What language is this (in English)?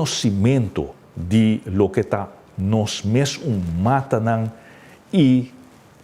Papiamento